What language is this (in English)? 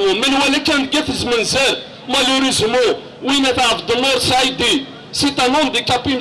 Kabyle